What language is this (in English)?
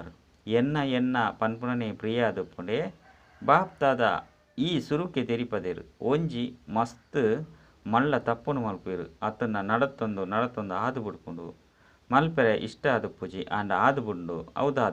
Tulu